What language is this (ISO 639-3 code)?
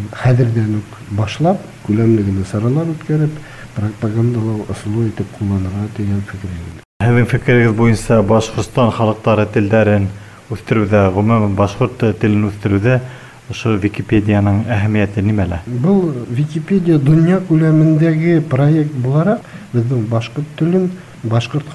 bak